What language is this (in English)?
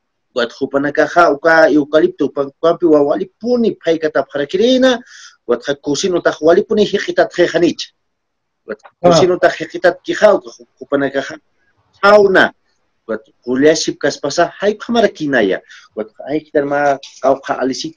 Aymara